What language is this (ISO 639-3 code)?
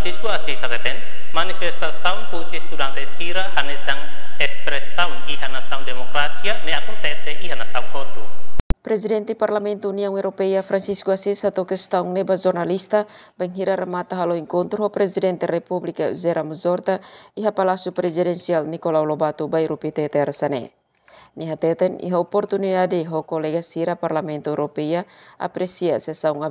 tet